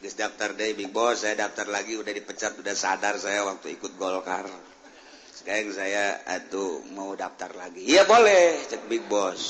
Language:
Sundanese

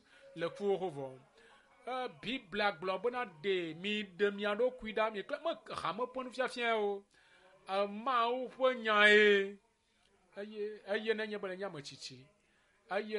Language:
Ewe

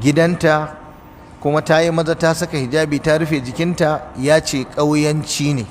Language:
Hausa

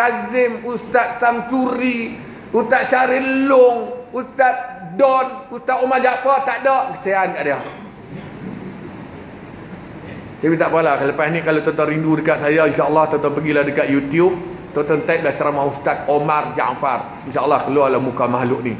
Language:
Malay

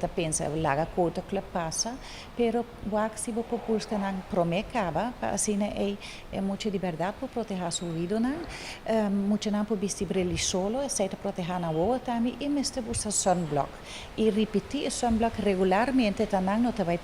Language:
Papiamento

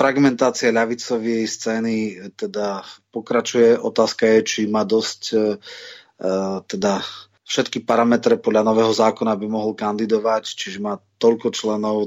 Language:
Slovak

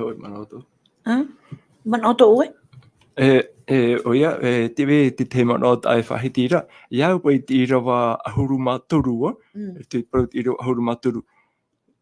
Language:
Tahitian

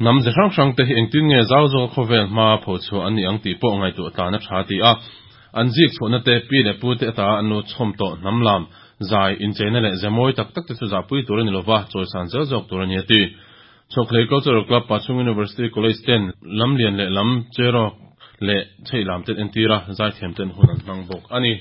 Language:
Mizo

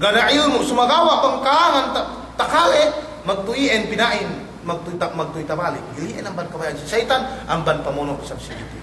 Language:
Yakan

